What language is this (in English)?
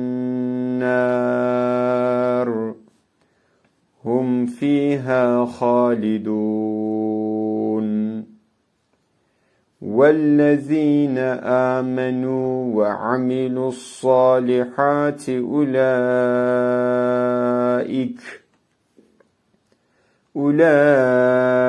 Arabic